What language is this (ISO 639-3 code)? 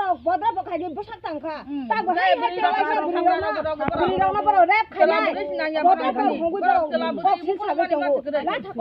trp